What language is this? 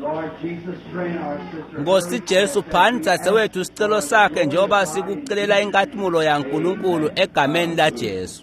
Swati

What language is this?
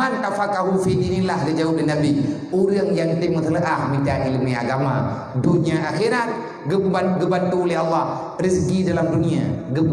Achinese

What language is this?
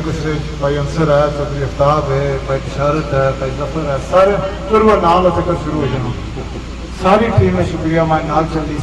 Pahari-Potwari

